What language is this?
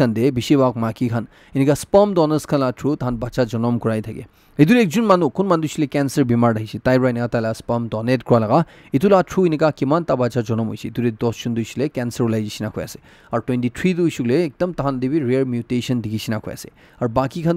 Naga Pidgin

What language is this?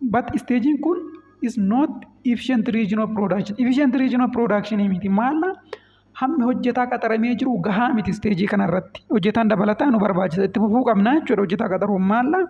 Oromo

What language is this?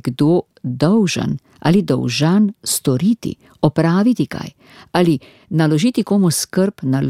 Slovenian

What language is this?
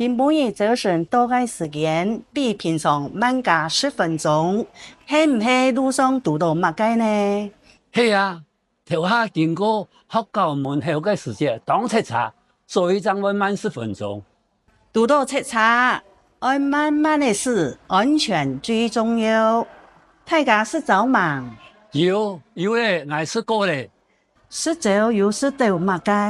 Hakka Chinese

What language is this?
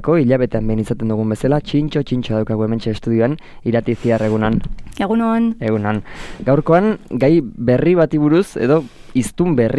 Basque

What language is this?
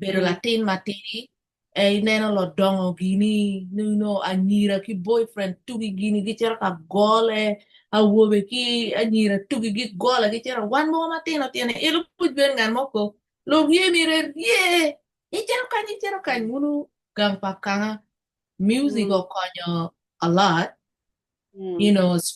Acoli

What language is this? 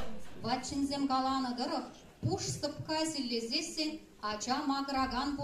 Chuvash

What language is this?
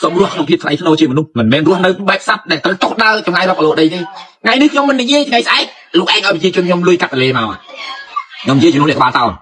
Khmer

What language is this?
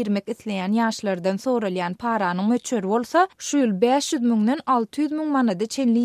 Turkmen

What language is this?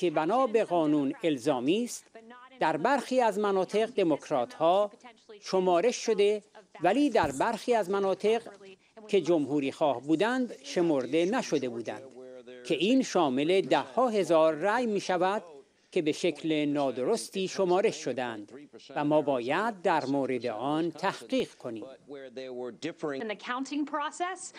Persian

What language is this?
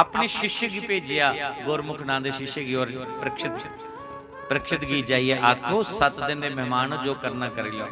Dogri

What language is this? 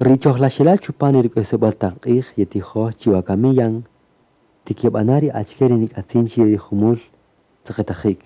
Kaqchikel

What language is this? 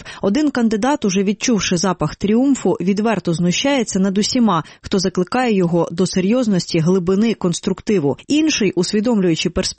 Ukrainian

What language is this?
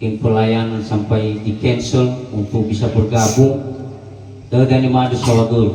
Nias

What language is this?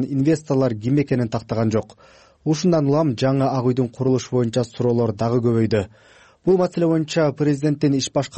Kyrgyz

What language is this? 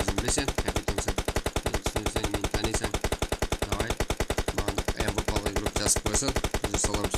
Kara-Kalpak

